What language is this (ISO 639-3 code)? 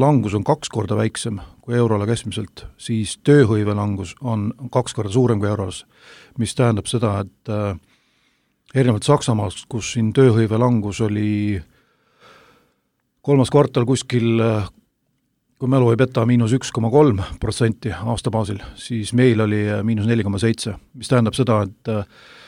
est